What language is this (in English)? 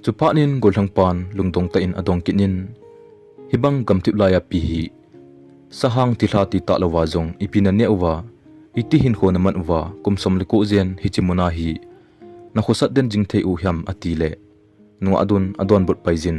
Thado Chin